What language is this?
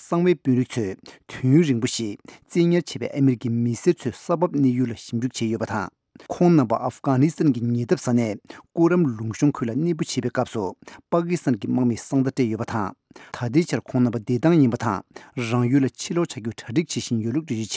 Tibetan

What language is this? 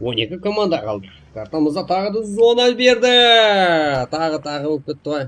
Kara-Kalpak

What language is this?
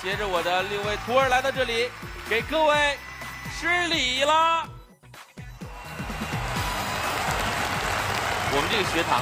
Chinese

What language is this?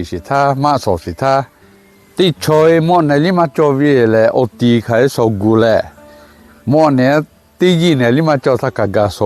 Lahu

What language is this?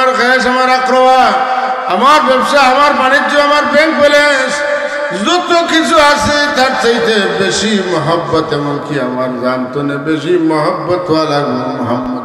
Sylheti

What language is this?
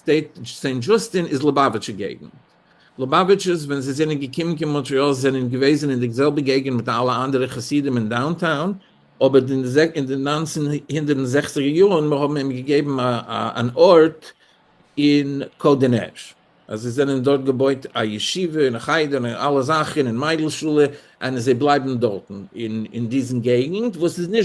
Yiddish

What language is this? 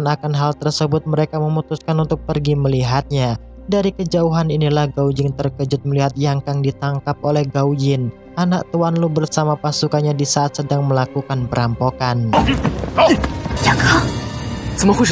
Indonesian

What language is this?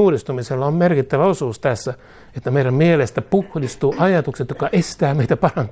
Finnish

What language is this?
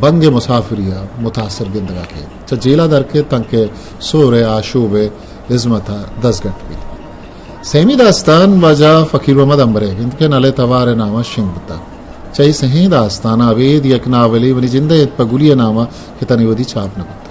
Eastern Balochi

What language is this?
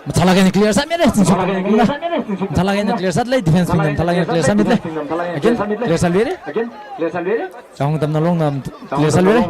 Tangkhul Naga (India)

